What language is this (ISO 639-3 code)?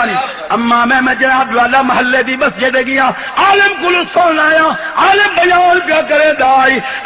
skr